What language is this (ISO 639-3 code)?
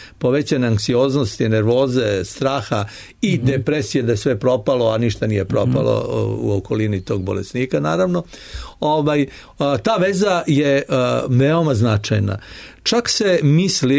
srp